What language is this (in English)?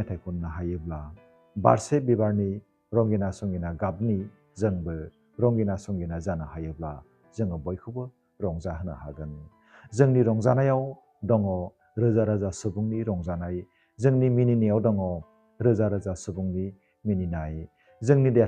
Bodo